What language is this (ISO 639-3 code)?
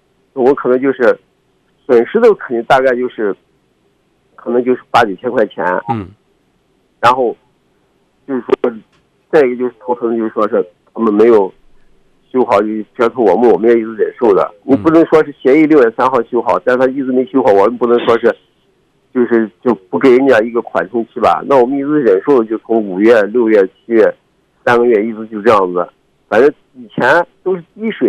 zho